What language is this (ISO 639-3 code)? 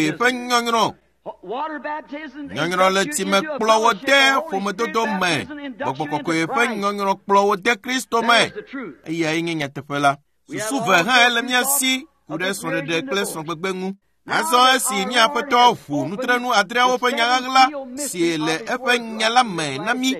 ewe